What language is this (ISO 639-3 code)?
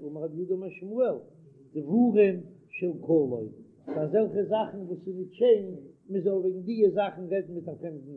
yid